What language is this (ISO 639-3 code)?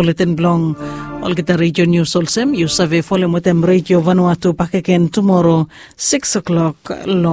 bis